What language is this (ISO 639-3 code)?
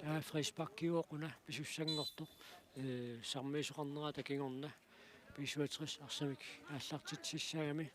kal